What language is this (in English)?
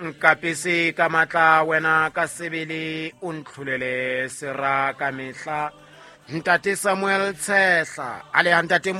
Southern Sotho